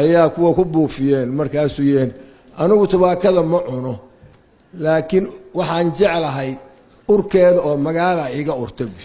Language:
Somali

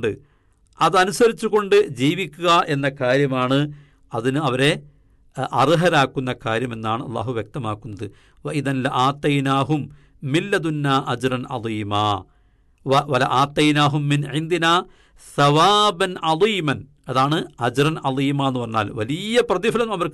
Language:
Malayalam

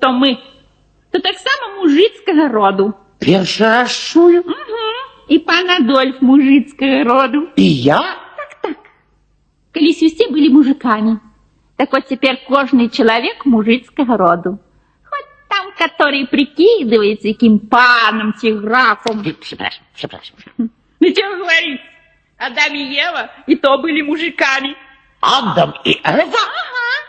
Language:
Belarusian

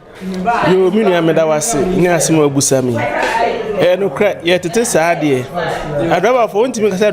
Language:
Akan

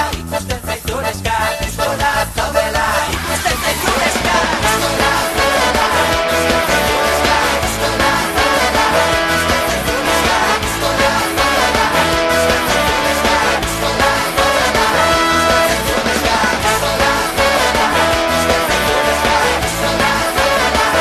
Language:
Basque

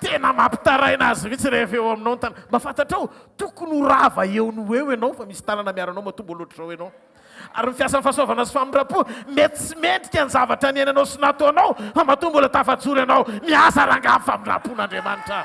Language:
Malagasy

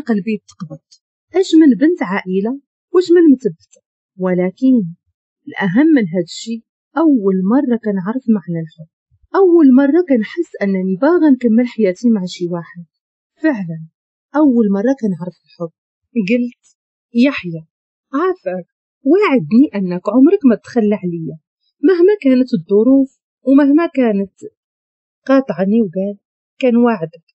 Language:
Moroccan Arabic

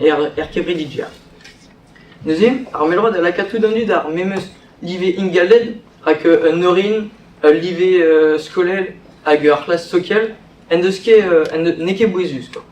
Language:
Breton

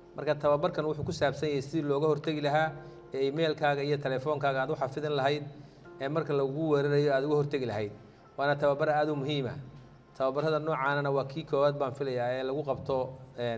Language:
Somali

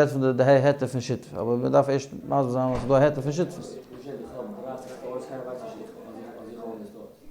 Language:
Yiddish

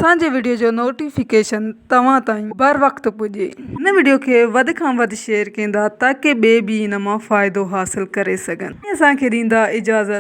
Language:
Sindhi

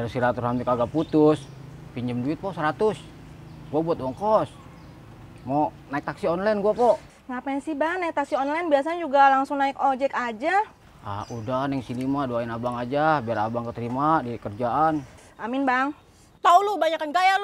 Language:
Betawi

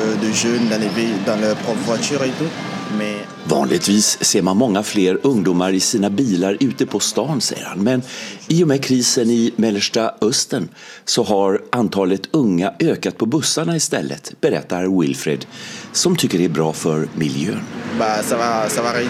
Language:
Swedish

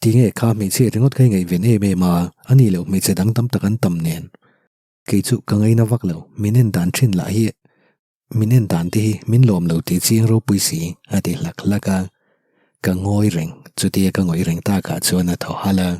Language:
Mizo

